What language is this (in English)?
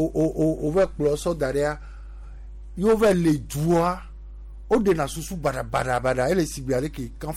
Gen